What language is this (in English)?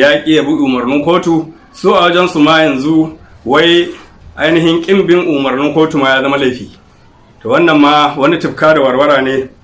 Hausa